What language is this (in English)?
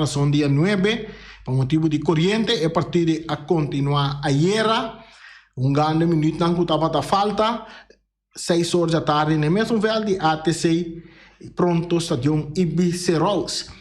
Papiamento